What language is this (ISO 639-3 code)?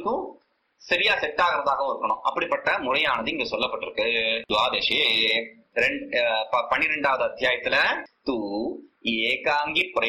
tam